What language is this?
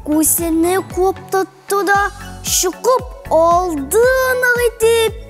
Tatar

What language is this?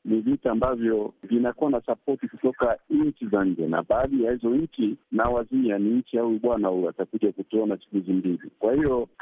Swahili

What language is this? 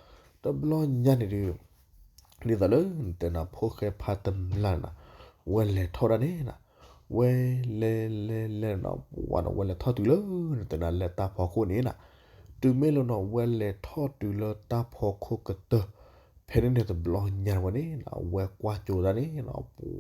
S'gaw Karen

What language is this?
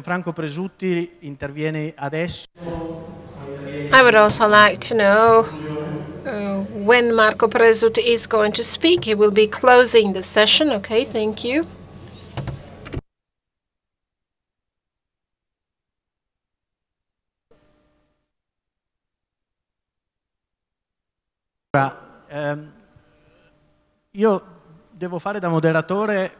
Italian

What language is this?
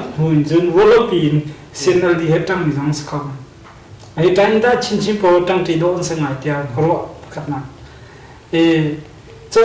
Hakha Chin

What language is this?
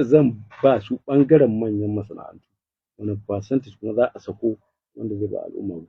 Hausa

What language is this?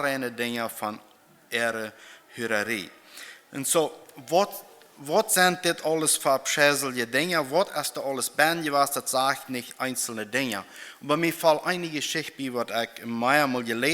Plautdietsch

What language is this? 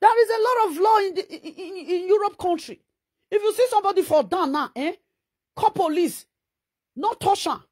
Nigerian Pidgin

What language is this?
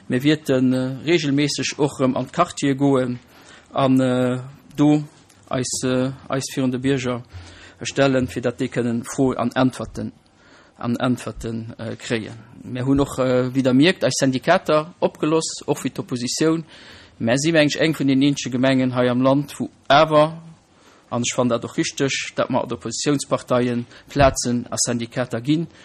Luxembourgish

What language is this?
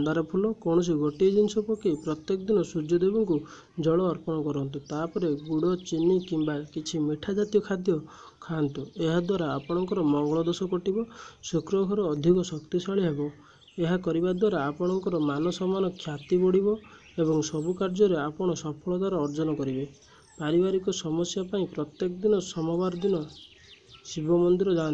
Odia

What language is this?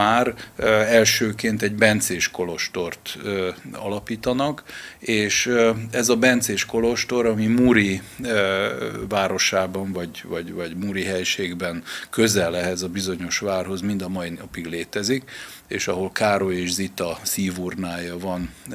Hungarian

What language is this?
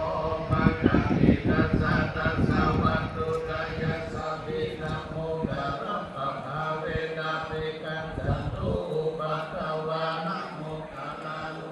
Pali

